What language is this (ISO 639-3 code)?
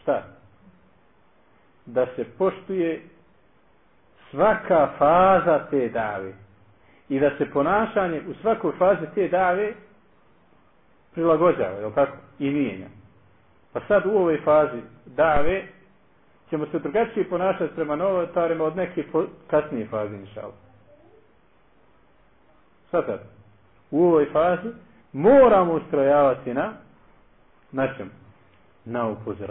bos